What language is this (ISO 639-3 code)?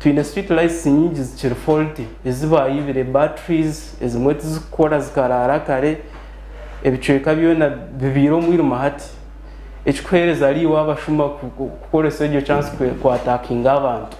nyn